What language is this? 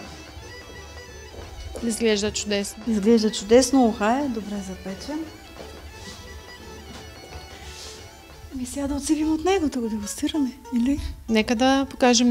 Bulgarian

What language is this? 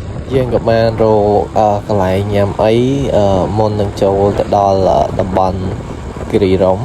Khmer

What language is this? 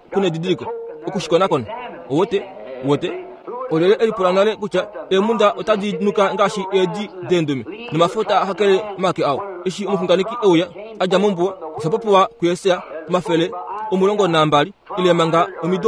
Kuanyama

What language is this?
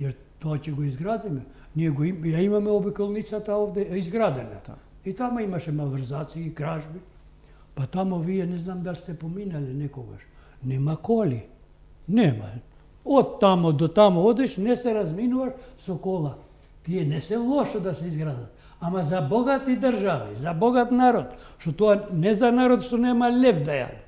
Macedonian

